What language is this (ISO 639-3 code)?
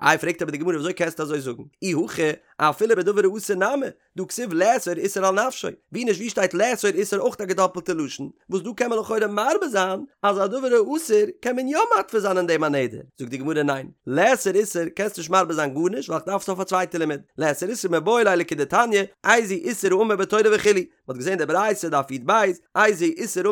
yid